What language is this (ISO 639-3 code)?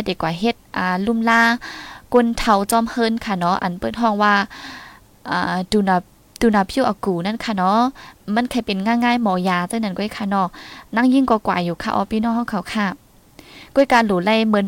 tha